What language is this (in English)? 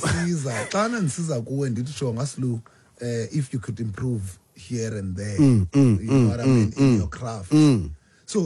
Xhosa